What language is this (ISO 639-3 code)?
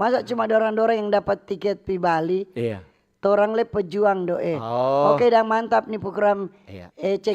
xmm